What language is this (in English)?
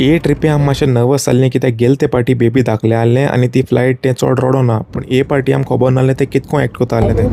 Konkani